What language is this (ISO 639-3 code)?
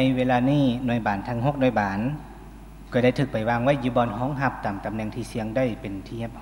lao